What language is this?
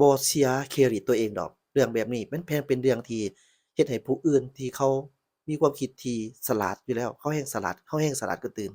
Lao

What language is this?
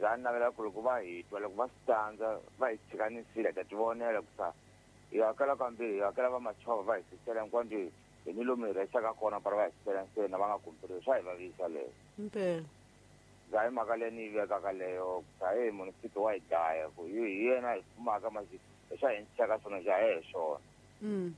Tsonga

